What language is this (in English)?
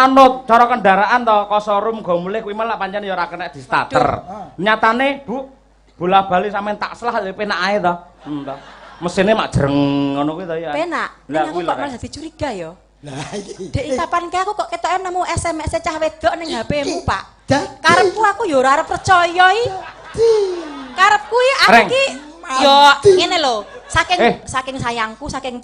Javanese